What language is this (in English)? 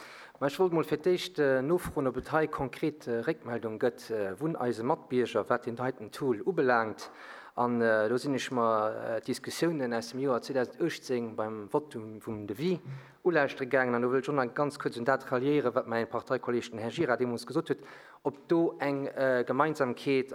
Luxembourgish